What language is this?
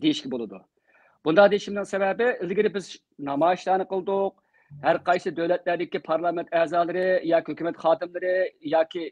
Uyghur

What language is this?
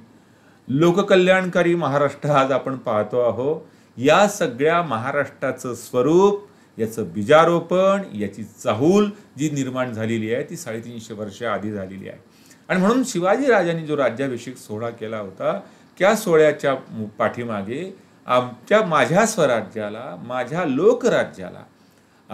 Marathi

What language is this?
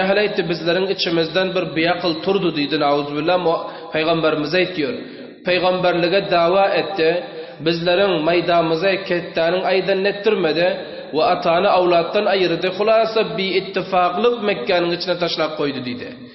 Turkmen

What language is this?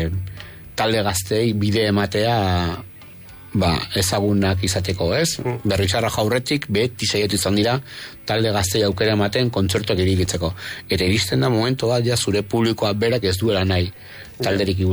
Basque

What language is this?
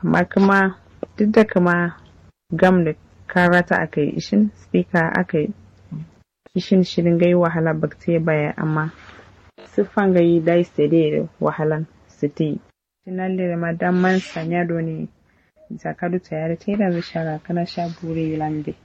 Kanuri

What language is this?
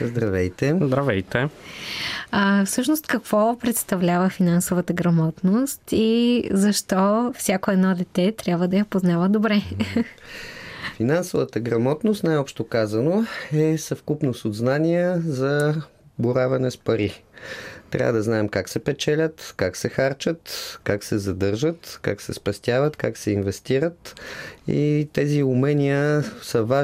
Bulgarian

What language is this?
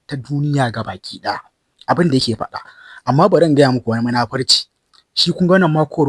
Hausa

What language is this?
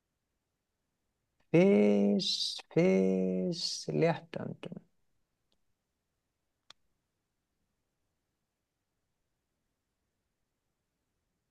Icelandic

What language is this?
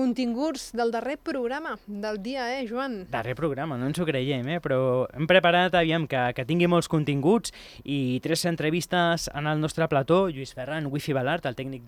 Catalan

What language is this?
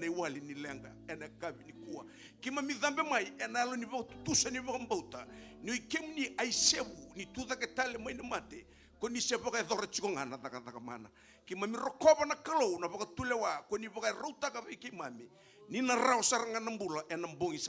Fijian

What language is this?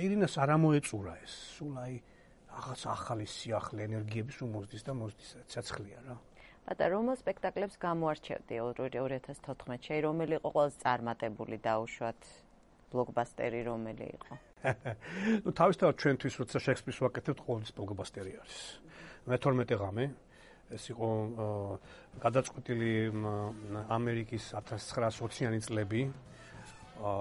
Georgian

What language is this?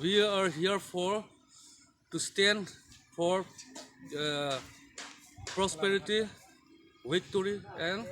Karbi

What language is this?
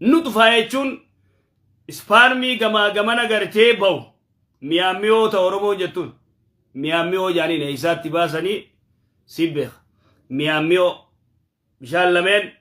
Oromo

